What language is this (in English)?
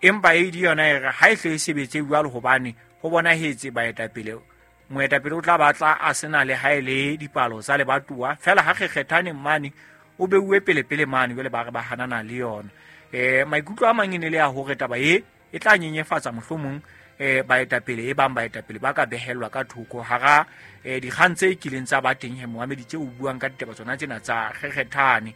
Southern Sotho